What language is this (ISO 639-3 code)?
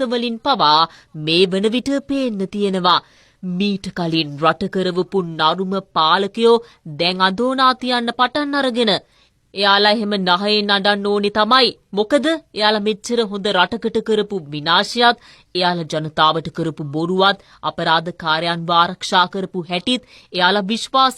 sin